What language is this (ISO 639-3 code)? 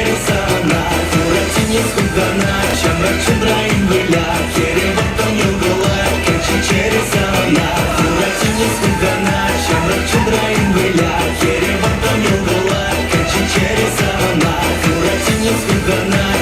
chv